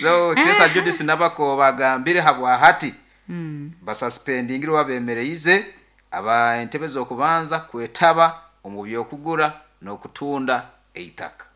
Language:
Nyoro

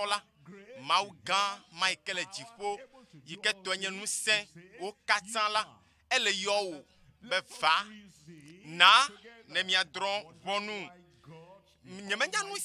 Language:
Ewe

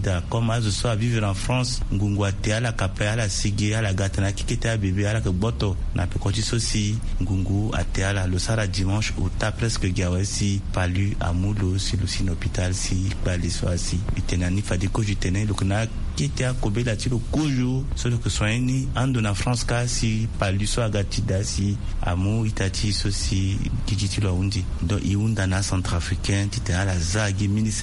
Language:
Sango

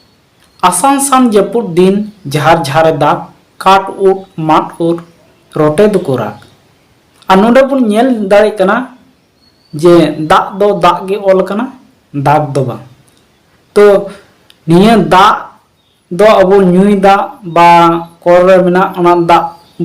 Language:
Santali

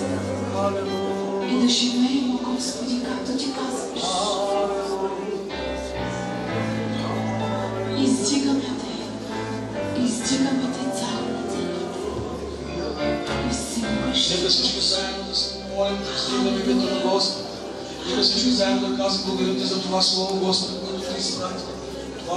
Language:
Bulgarian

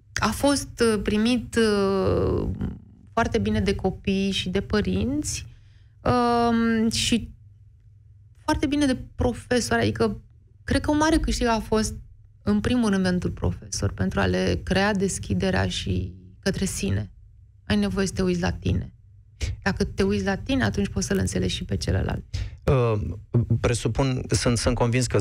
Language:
Romanian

